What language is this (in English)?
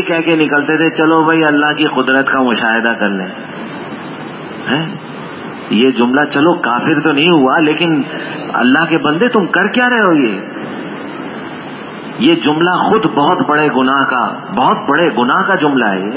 Urdu